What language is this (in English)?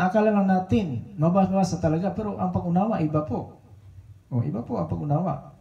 Filipino